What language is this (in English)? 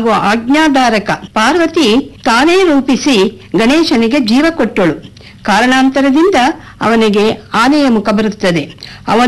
Kannada